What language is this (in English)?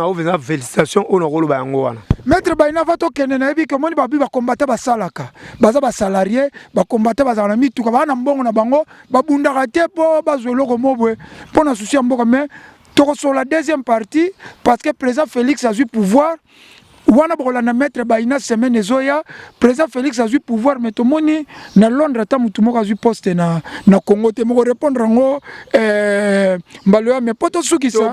Lingala